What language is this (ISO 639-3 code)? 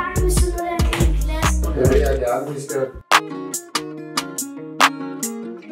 dan